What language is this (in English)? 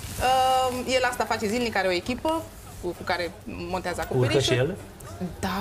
Romanian